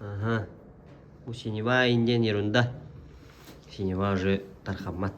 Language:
Yakut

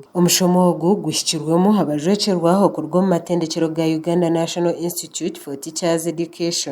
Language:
Nyankole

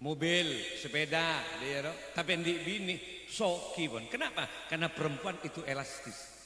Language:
Madurese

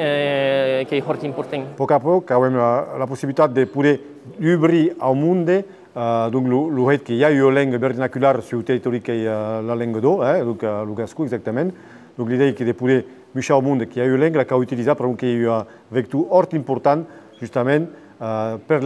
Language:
Occitan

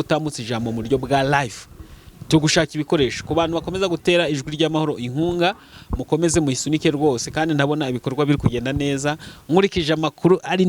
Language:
Kinyarwanda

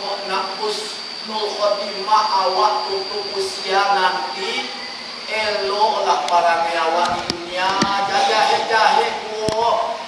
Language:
Minangkabau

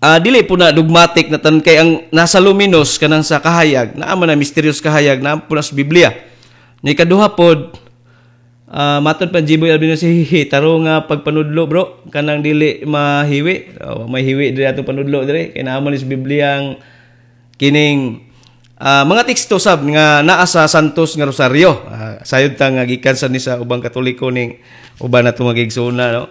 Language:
Cebuano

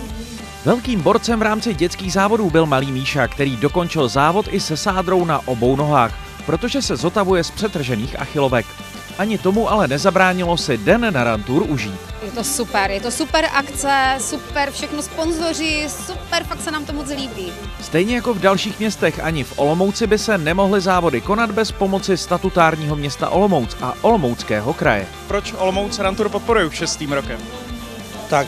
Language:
Czech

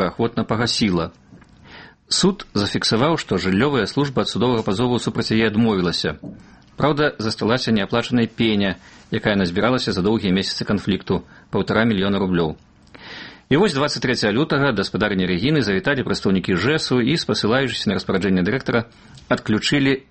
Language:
Belarusian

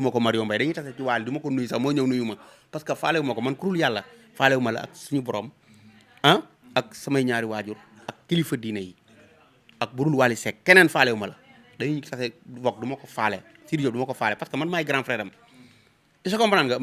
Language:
Wolof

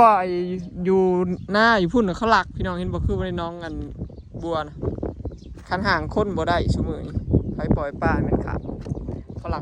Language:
Northeastern Thai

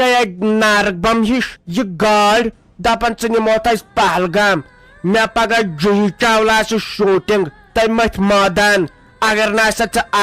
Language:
Kashmiri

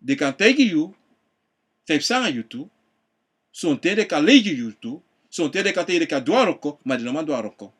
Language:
Sranan Tongo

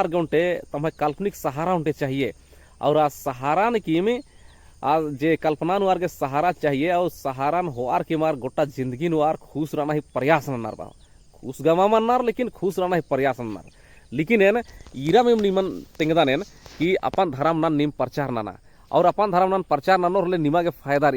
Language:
Kurukh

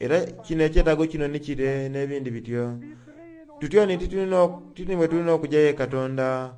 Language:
Soga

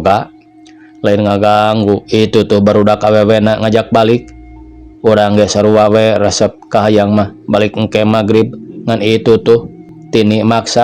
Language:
Sundanese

